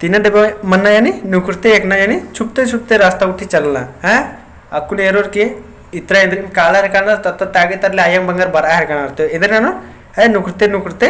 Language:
Kurukh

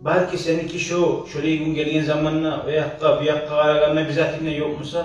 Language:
Kumyk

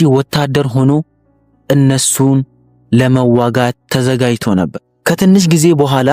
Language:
Amharic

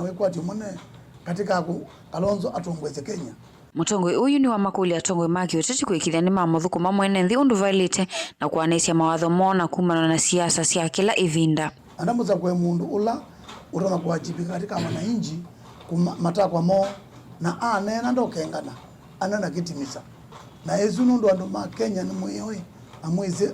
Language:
Kamba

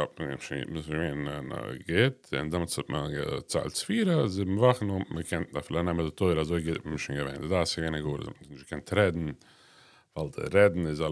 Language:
Yiddish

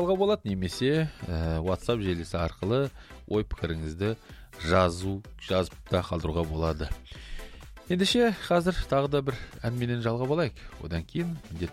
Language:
Kazakh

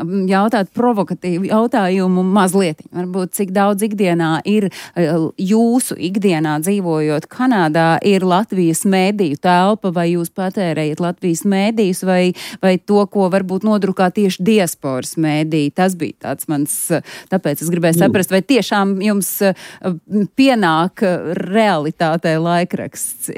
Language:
Latvian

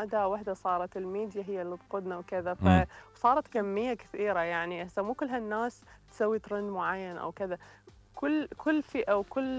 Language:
Mesopotamian Arabic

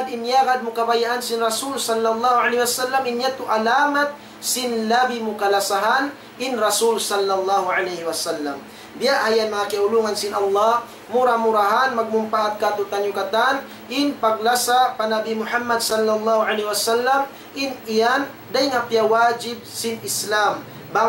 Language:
Tausug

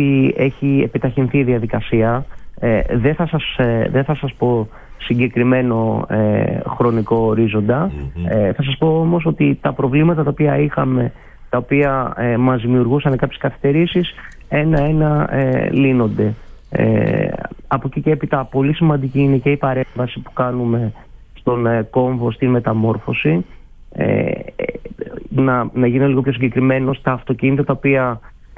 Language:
Greek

